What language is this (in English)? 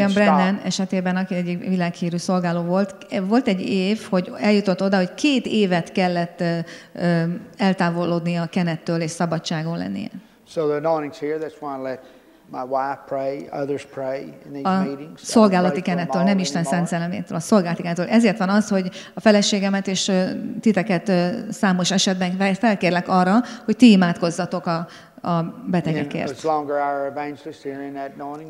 Hungarian